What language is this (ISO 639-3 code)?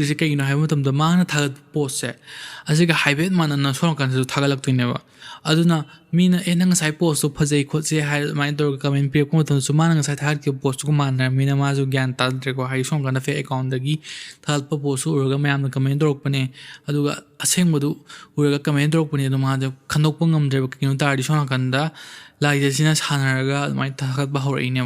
mni